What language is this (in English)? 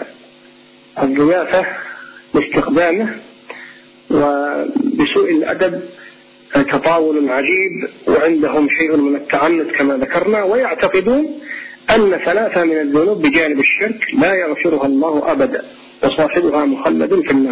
Arabic